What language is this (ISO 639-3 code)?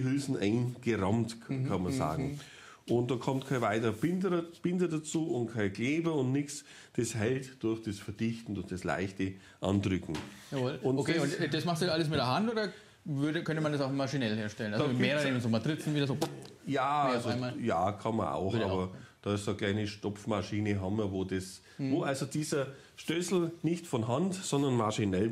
deu